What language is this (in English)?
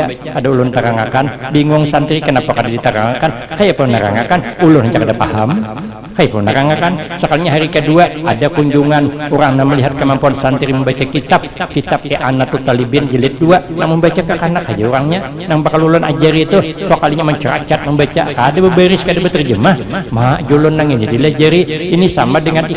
Banjar